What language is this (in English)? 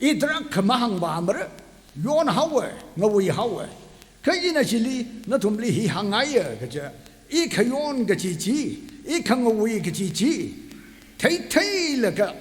Tangkhul Naga (India)